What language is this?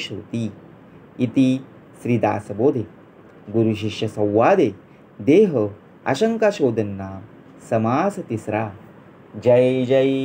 Marathi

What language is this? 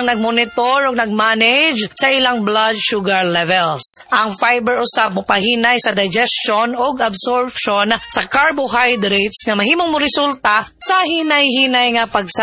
Cebuano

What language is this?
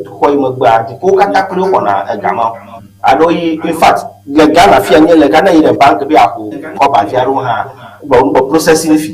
Ewe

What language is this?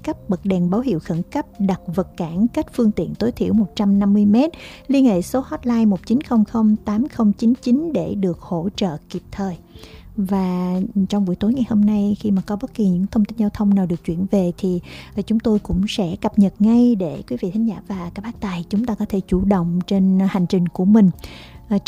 Vietnamese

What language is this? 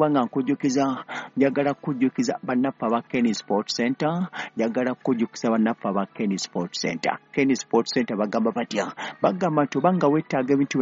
Ganda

